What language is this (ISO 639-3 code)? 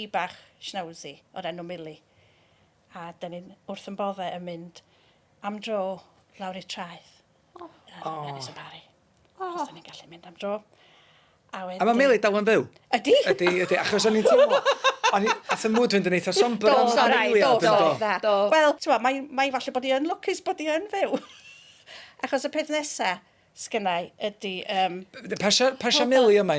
cym